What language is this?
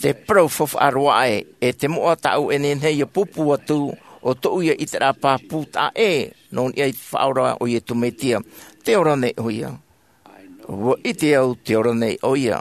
Tahitian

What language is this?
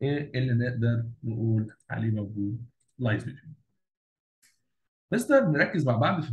Egyptian Arabic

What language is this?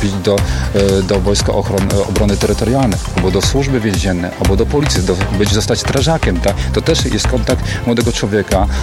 Polish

